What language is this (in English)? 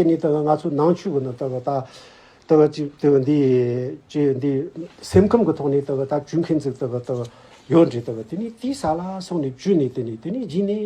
Tibetan